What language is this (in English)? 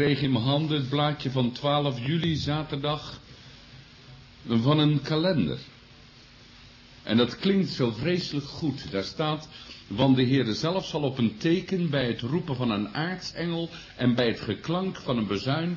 Dutch